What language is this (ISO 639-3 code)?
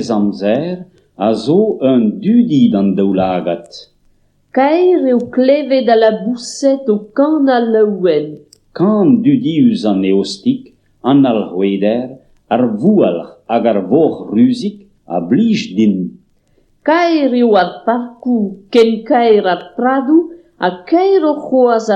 bre